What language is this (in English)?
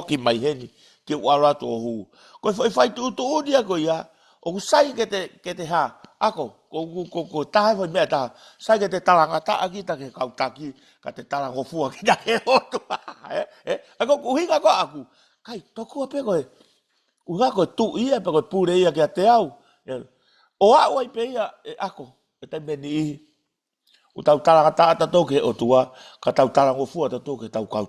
Tongan